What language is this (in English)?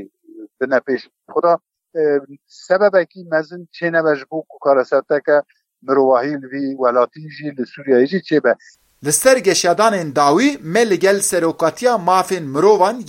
Kurdish